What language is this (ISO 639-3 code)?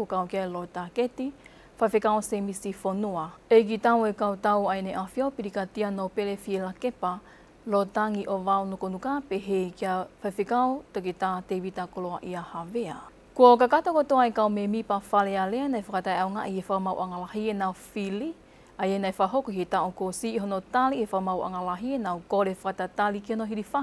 ton